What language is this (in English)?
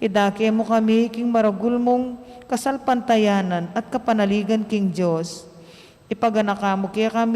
Pampanga